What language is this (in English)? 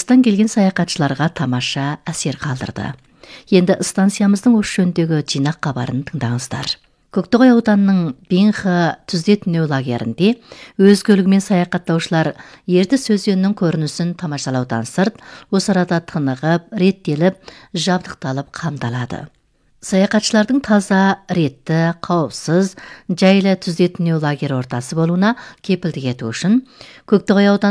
Kazakh